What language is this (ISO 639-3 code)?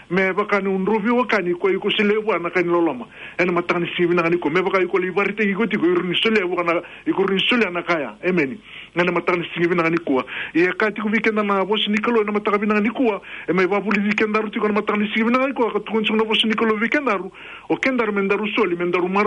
fij